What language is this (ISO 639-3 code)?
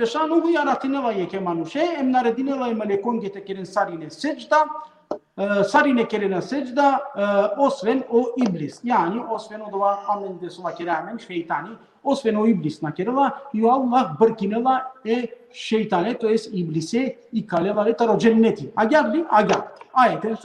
rmn